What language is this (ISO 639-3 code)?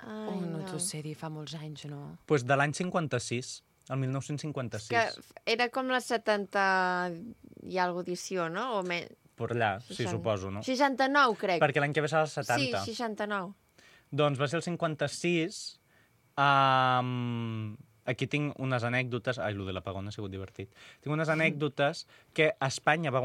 cat